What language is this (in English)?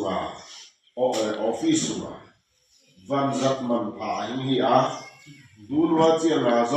Tedim Chin